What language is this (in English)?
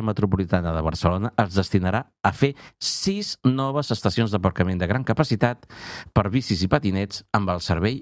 Catalan